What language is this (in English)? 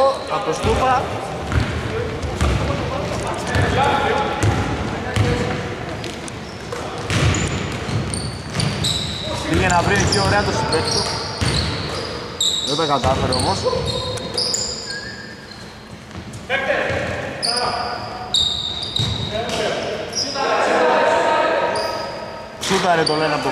Greek